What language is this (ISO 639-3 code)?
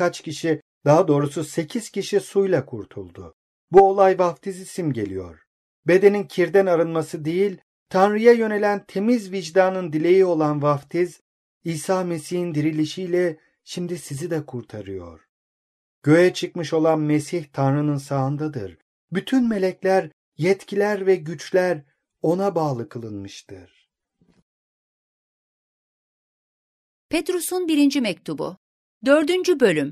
tur